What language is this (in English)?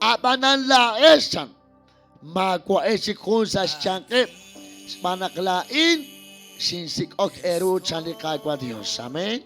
Kekchí